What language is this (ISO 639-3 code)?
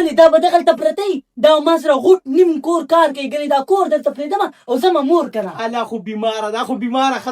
pus